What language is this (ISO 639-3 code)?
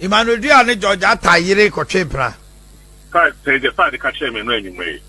aka